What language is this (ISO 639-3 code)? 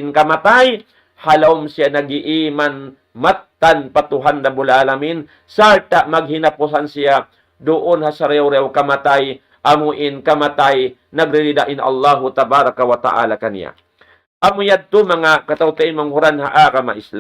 tsg